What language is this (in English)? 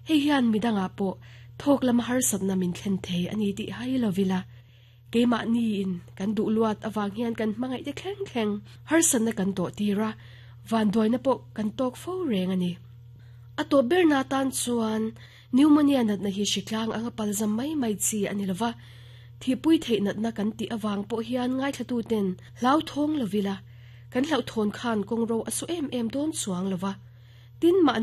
Mizo